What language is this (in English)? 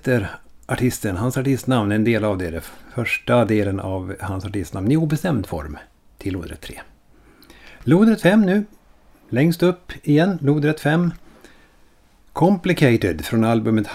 Swedish